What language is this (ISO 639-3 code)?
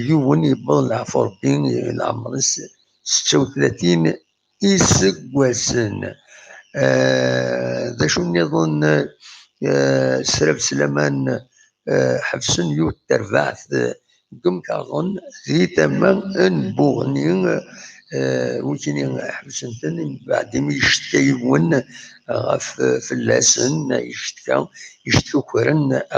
kab